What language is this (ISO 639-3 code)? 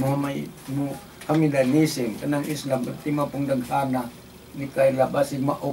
ceb